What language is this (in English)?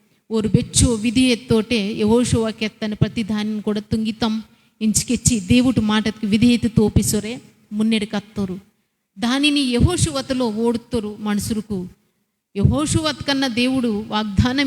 Koya